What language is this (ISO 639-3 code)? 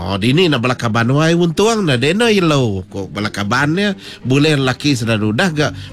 iba